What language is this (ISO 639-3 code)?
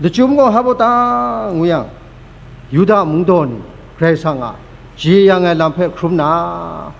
kac